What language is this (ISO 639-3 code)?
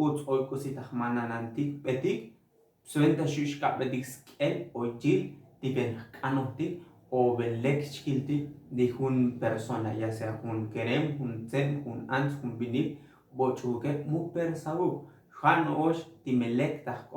tzo